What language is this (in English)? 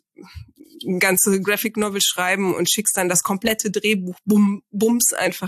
German